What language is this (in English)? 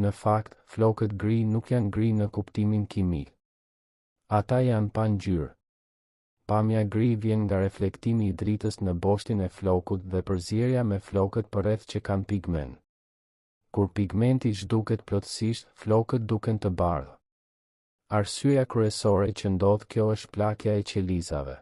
Albanian